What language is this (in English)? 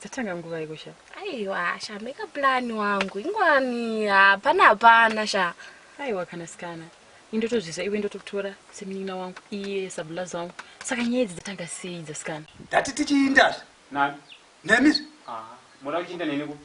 Shona